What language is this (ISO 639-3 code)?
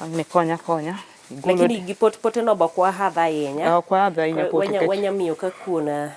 luo